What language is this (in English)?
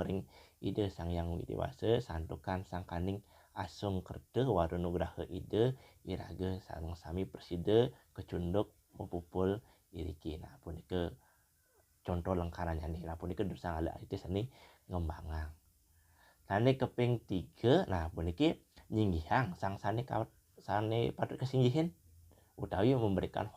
Balinese